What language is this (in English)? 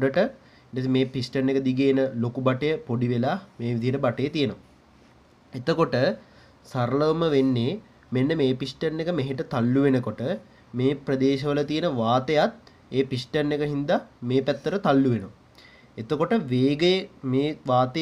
Sinhala